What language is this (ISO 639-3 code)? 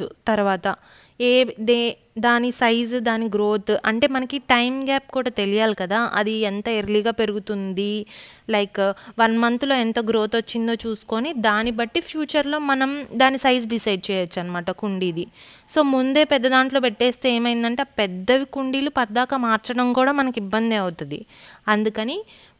tel